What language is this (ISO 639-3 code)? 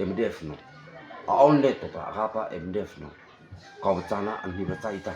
mrh